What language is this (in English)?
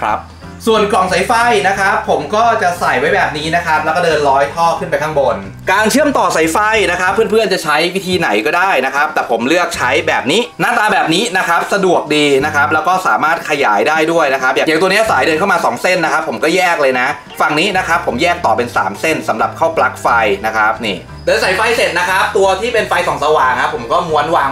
Thai